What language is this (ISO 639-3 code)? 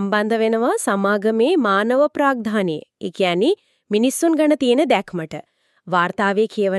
sin